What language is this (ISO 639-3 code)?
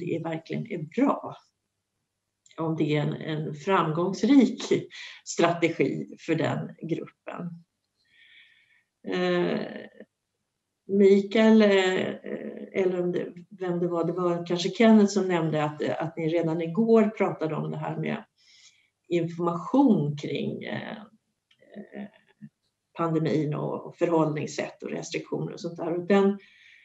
swe